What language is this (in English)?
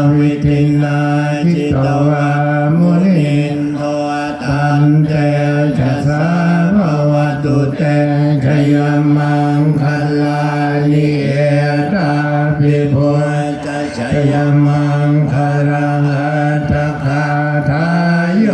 Pali